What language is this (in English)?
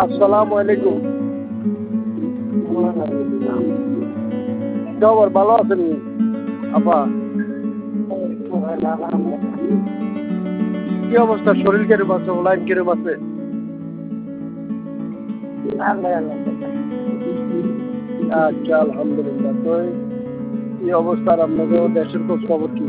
Bangla